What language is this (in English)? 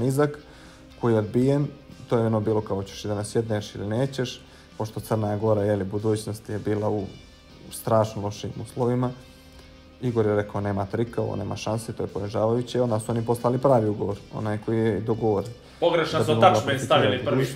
Bosnian